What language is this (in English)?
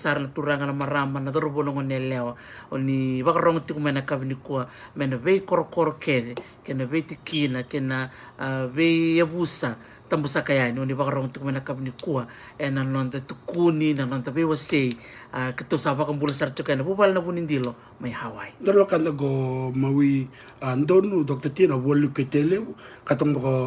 Fijian